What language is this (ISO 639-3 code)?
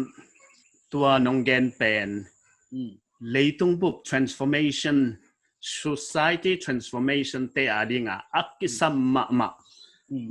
pck